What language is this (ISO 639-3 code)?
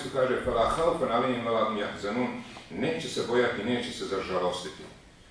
bos